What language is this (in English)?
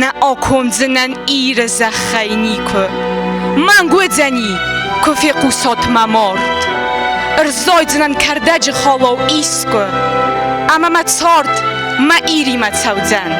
Ossetic